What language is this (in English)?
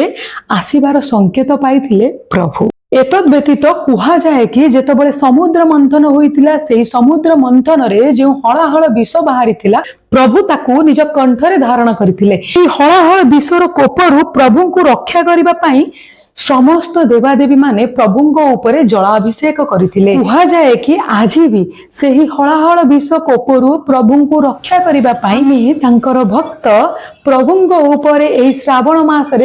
Odia